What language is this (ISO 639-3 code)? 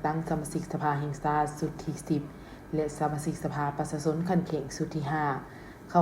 lao